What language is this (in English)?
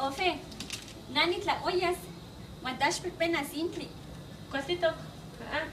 Eastern Huasteca Nahuatl